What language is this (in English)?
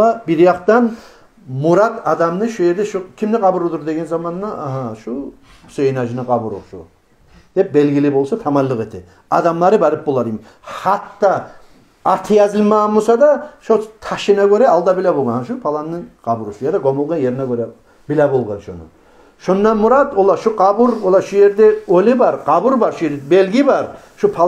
Kumyk